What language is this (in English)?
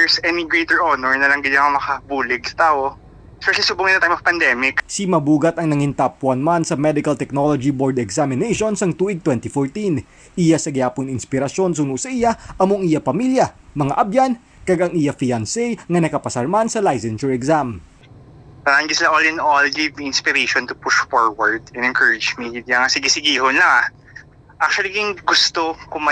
Hiligaynon